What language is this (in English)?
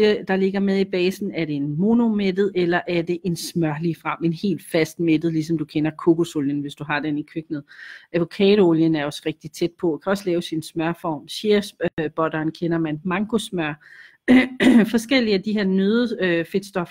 Danish